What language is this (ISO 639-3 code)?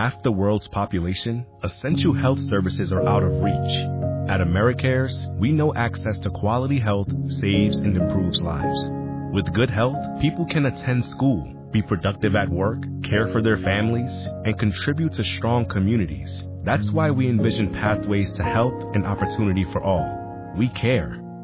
eng